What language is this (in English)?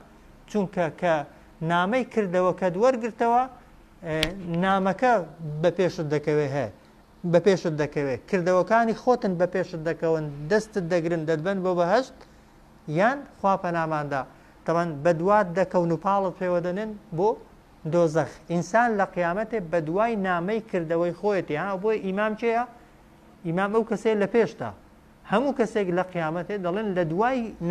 Central Kurdish